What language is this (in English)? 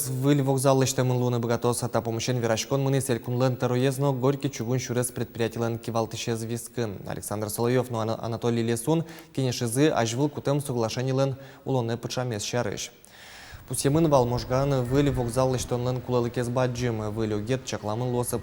Udmurt